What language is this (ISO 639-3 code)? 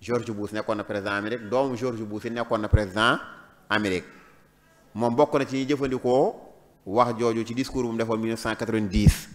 wol